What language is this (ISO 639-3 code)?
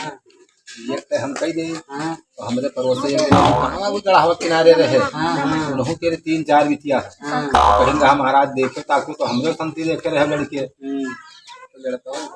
awa